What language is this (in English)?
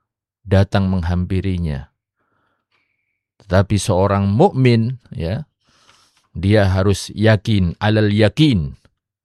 Indonesian